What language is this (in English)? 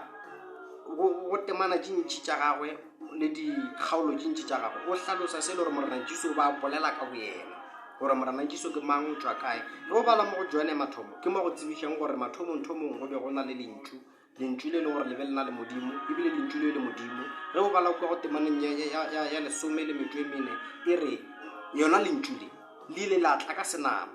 Northern Sotho